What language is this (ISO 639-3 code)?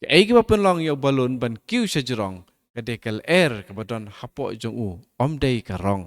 kha